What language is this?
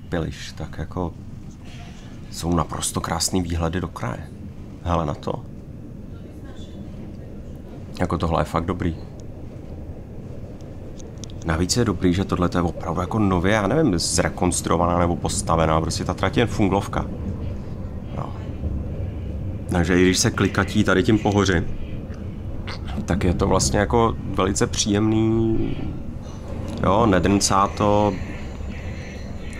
Czech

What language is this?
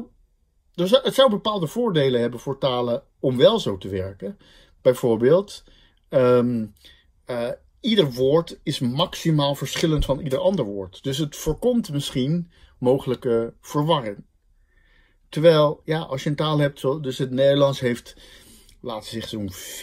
Dutch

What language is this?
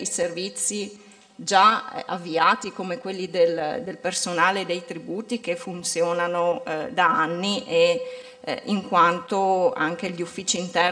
Italian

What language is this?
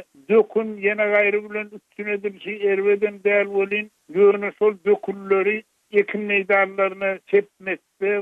Turkmen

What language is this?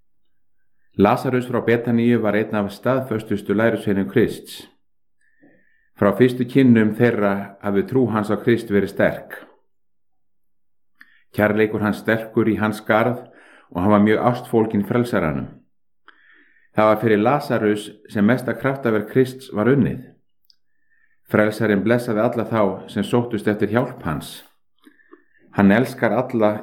Icelandic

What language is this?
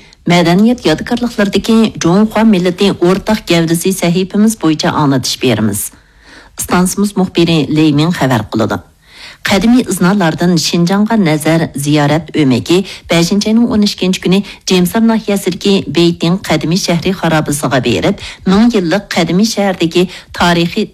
Uyghur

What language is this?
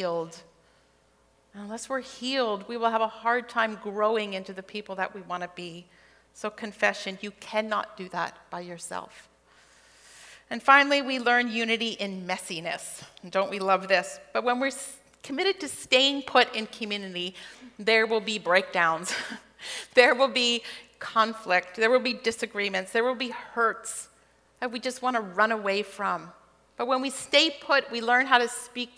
English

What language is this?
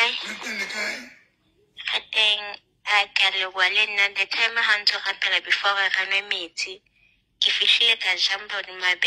Southern Sotho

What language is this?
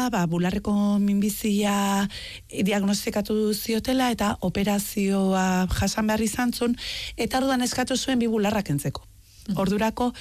Basque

